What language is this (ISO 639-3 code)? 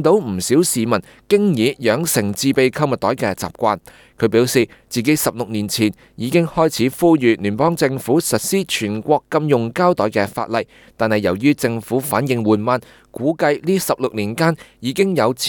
yue